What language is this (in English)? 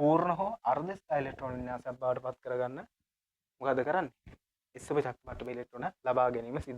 Sinhala